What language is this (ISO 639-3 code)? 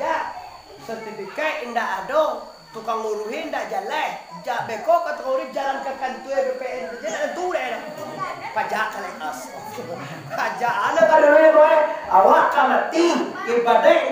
min